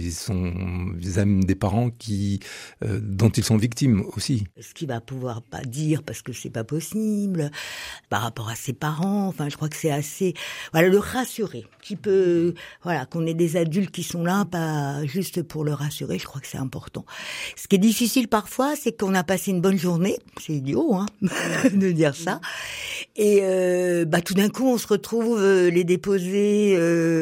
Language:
French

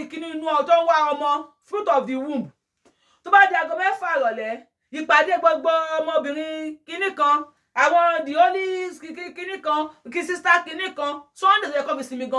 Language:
Yoruba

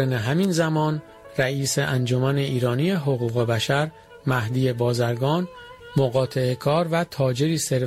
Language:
Persian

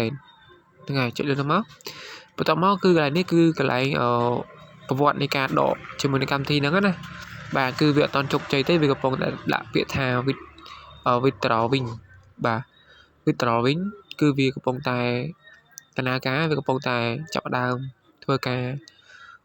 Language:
Khmer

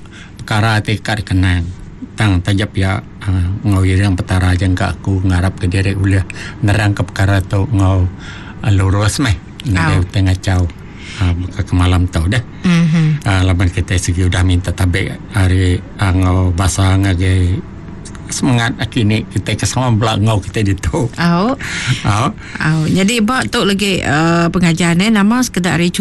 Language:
Iban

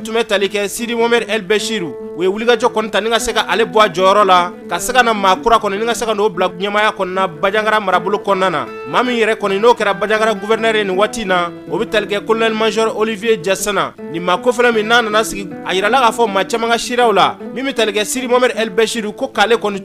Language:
Bambara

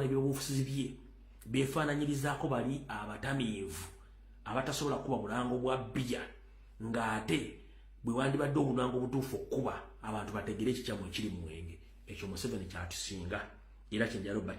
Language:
Ganda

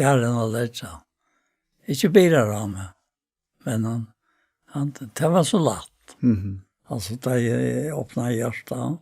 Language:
Faroese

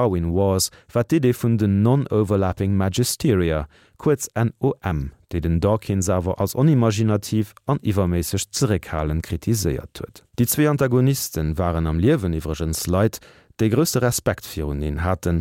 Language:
Luxembourgish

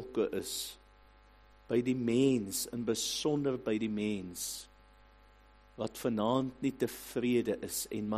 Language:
Afrikaans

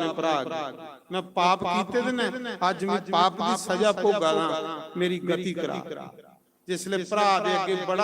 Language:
Dogri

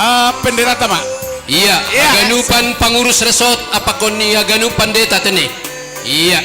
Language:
Batak Simalungun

